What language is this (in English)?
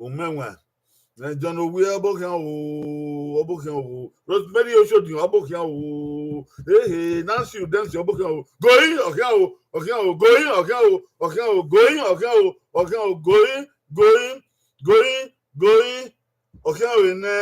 Bini